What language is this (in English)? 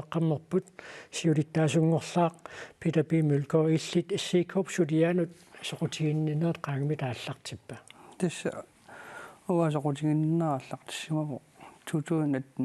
Kalaallisut